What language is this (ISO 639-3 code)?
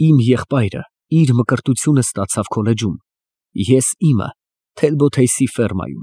hye